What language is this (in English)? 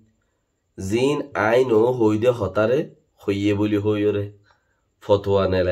Rohingya